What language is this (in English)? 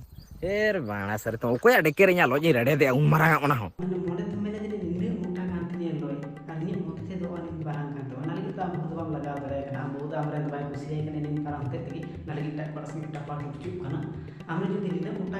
Santali